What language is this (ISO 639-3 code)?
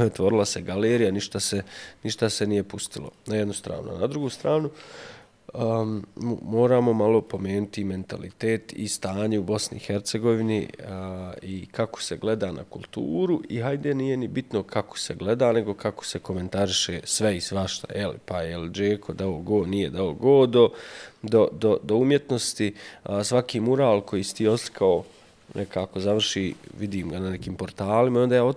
bos